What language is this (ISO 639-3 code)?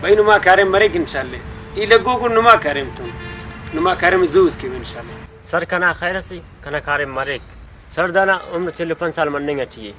brh